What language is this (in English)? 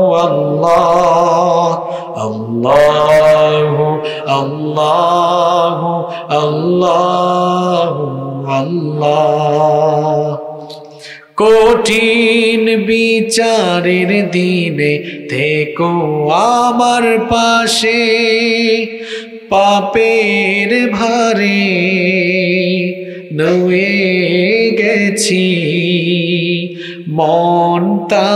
Bangla